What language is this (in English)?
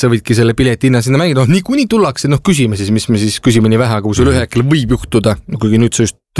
Estonian